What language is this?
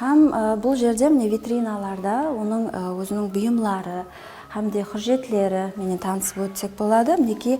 Kara-Kalpak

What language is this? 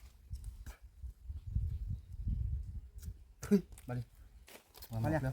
S'gaw Karen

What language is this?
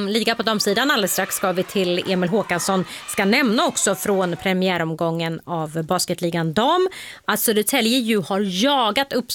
Swedish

